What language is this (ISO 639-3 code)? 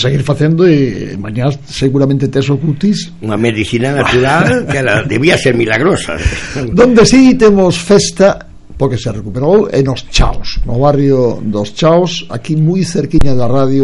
glg